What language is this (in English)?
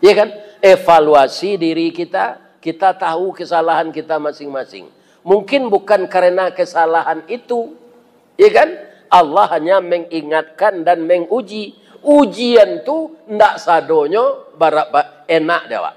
Minangkabau